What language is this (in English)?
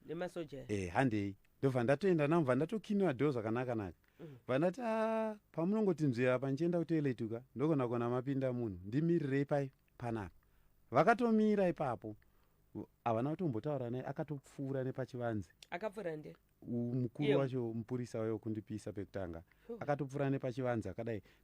Shona